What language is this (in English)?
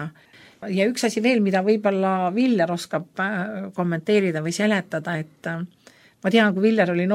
Estonian